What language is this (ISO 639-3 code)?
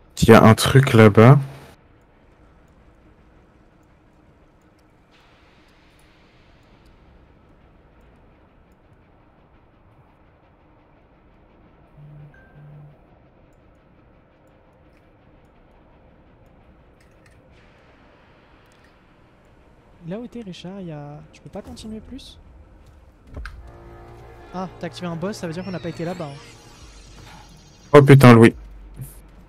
fra